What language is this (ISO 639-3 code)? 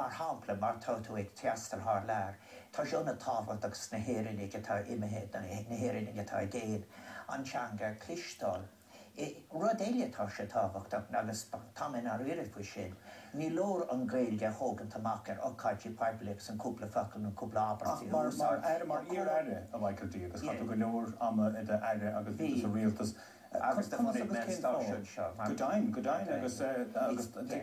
gle